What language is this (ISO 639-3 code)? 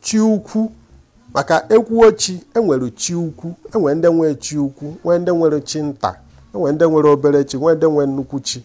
ibo